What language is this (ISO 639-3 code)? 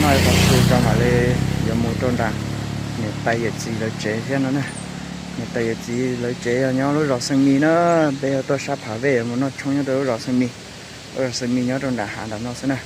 hmn